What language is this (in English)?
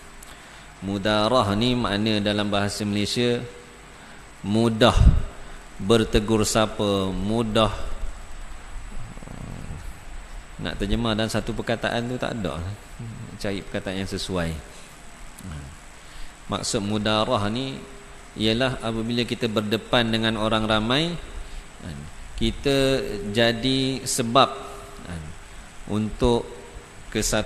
Malay